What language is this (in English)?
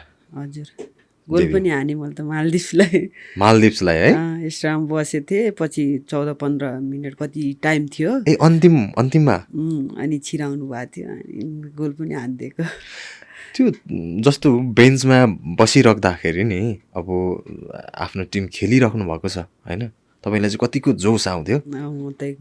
Nepali